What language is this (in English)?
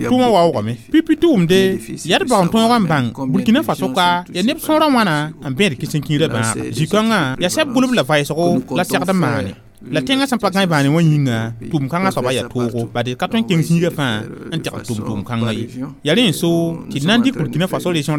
Mossi